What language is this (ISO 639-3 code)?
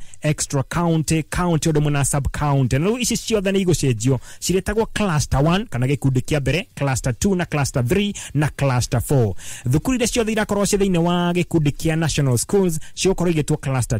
kik